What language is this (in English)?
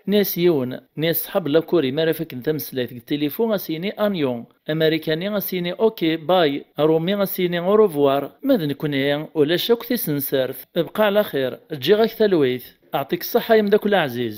Kabyle